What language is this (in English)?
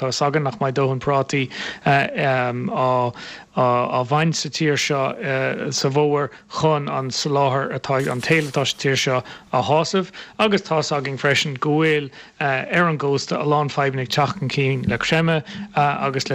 Irish